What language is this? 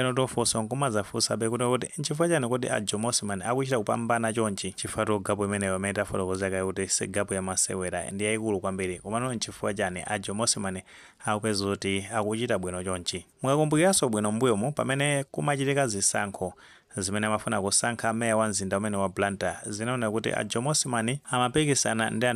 Nyanja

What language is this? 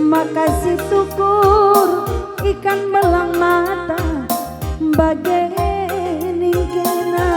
Batak Karo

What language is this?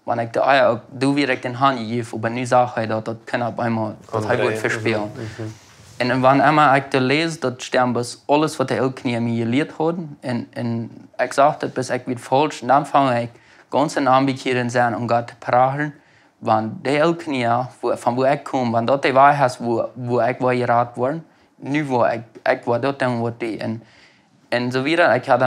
Plautdietsch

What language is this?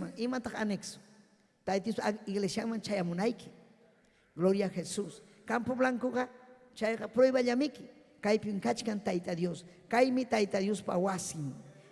Ayacucho Quechua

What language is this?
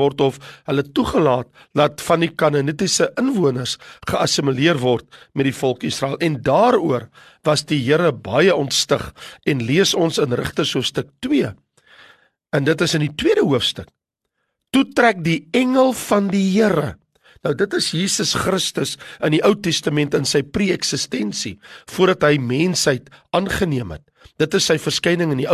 Afrikaans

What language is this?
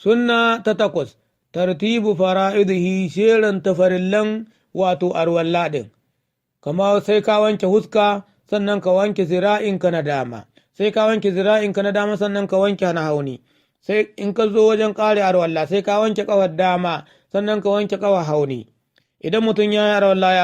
Hausa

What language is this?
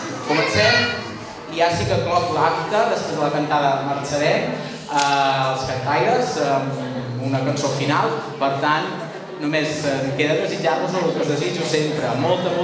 Catalan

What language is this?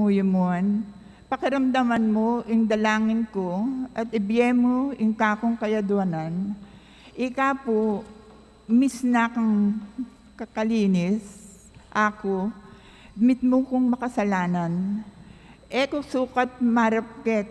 Pampanga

